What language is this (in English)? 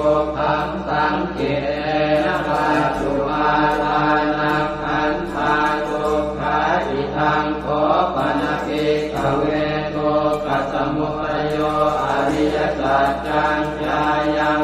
Pali